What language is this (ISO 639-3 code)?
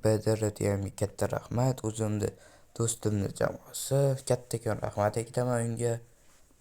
uzb